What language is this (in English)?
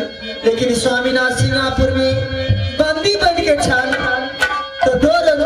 Maithili